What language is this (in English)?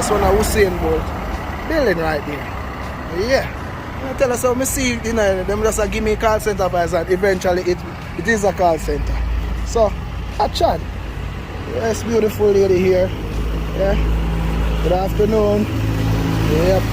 Jamaican Creole English